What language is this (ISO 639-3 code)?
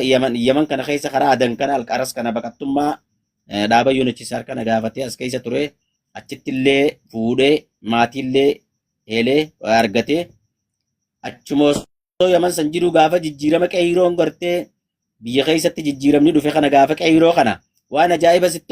orm